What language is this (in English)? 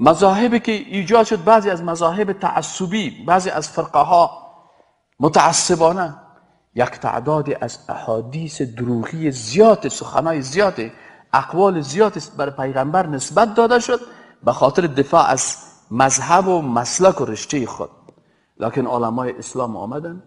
Persian